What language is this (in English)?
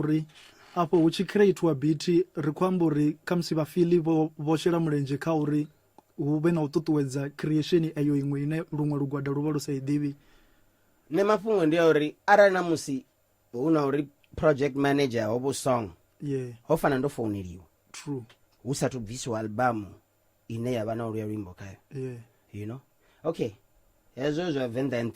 Venda